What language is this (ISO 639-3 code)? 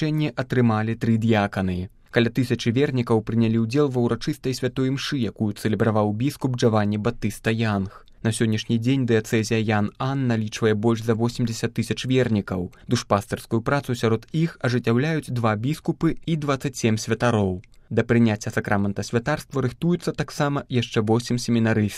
bel